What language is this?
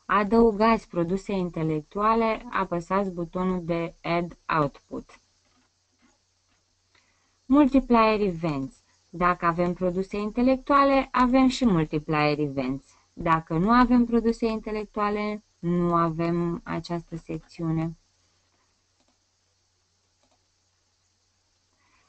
Romanian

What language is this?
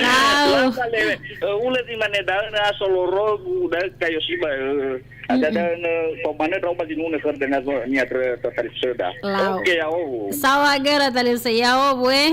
Nias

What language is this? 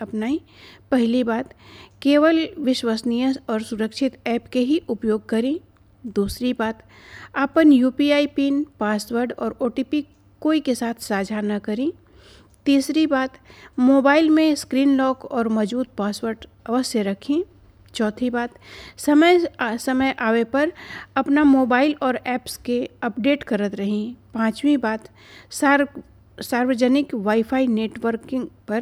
Bhojpuri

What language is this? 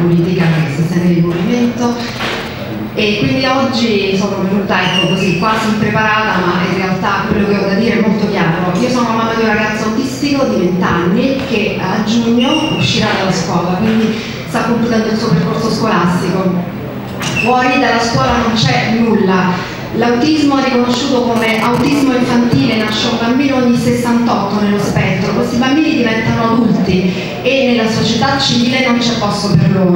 Italian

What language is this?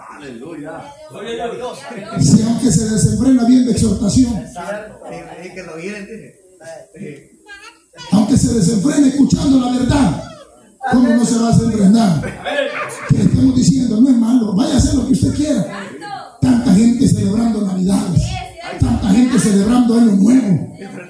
Spanish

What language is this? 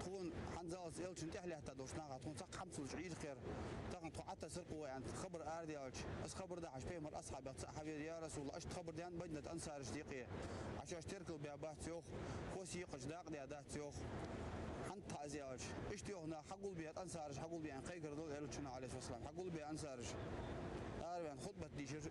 Ingush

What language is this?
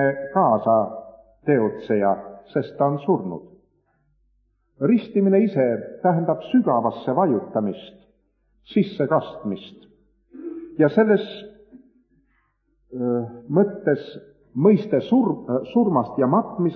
Estonian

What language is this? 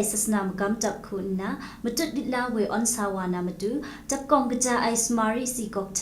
Kachin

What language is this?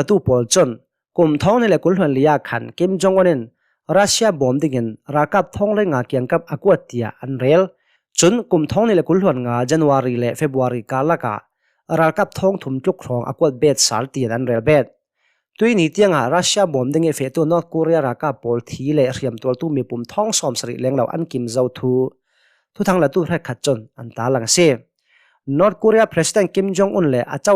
Hakha Chin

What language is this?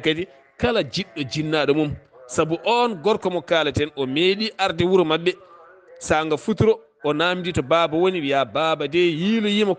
Fula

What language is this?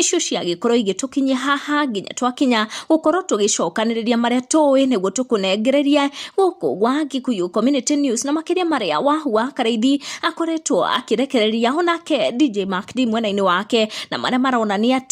Kikuyu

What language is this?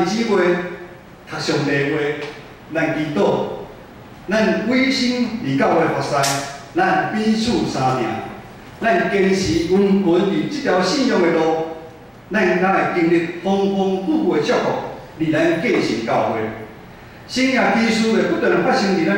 Min Nan Chinese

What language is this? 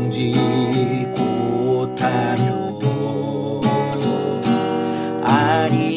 Korean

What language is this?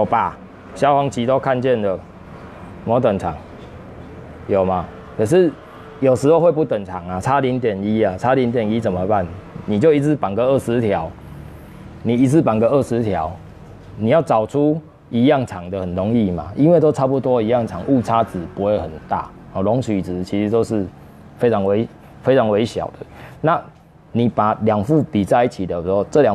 Chinese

